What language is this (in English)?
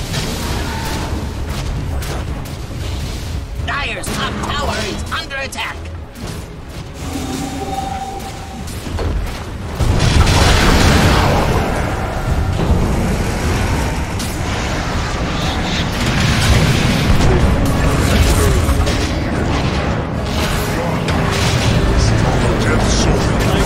English